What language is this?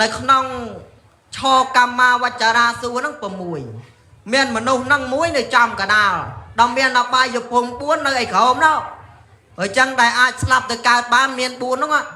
Khmer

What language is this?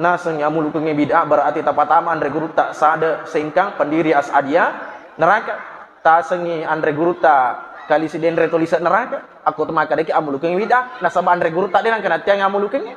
Buginese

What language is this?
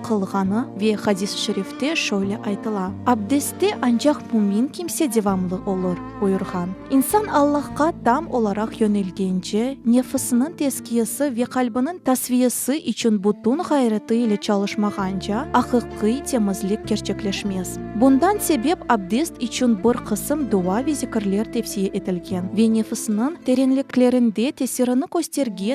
Crimean Tatar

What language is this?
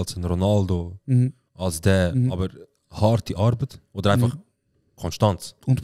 Swiss German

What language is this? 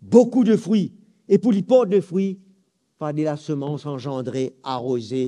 Morisyen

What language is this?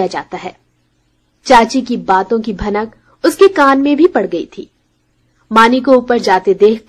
Hindi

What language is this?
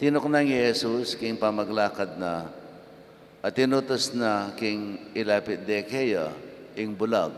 Pampanga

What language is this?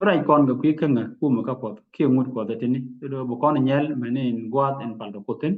Nuer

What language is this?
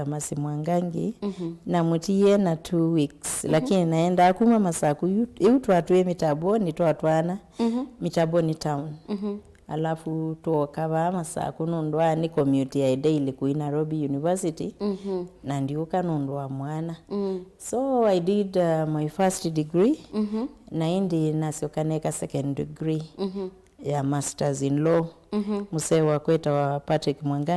Kamba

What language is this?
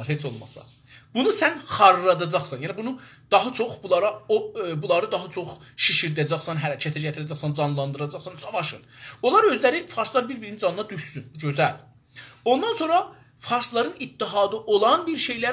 South Azerbaijani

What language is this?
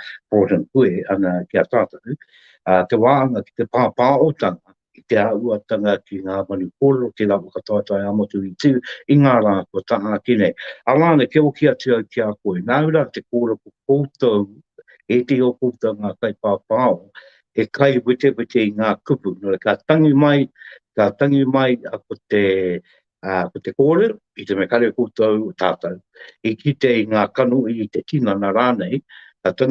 Māori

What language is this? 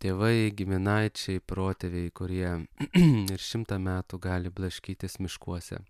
Lithuanian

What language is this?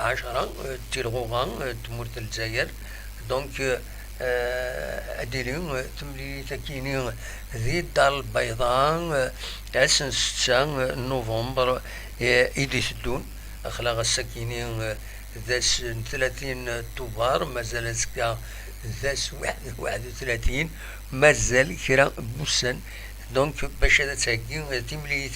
Kabyle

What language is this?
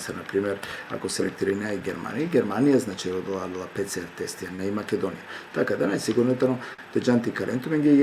Balkan Romani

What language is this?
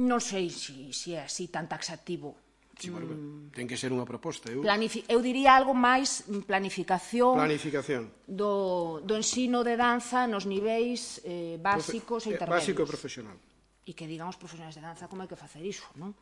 Galician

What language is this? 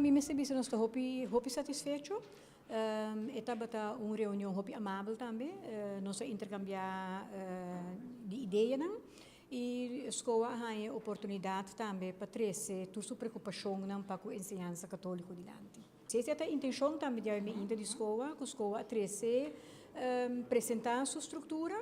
Papiamento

